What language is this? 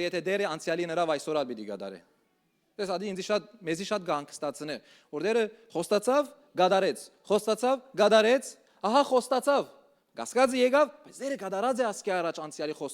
Western Armenian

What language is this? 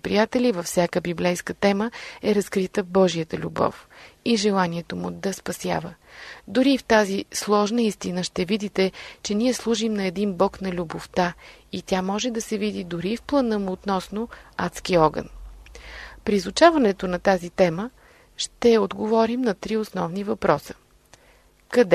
Bulgarian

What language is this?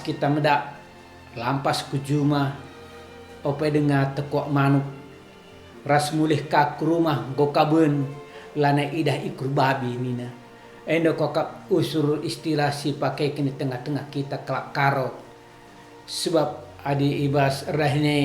Batak Karo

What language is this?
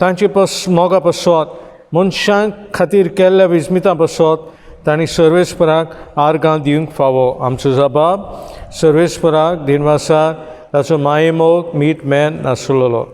Konkani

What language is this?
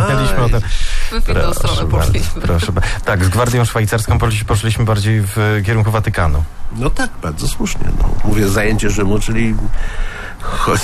Polish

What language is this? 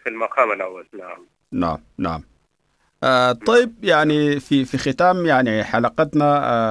Sudanese Arabic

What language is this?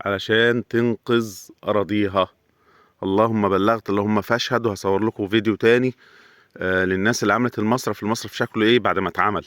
Egyptian Arabic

